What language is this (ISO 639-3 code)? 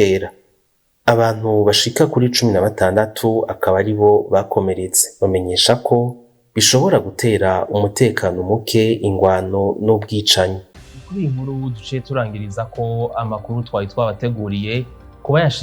run